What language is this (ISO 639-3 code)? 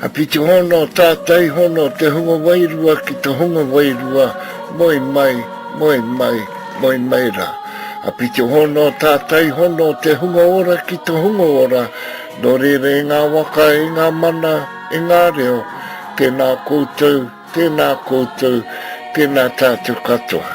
mri